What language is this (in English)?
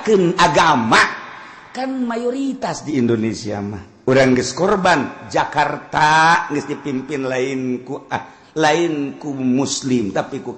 Sundanese